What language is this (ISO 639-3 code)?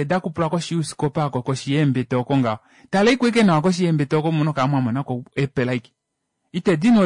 kua